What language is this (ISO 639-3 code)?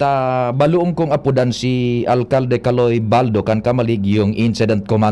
bik